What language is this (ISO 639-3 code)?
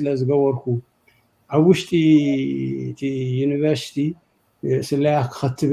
tir